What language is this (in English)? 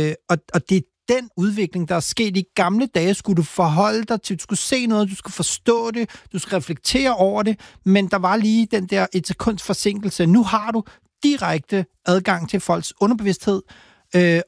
Danish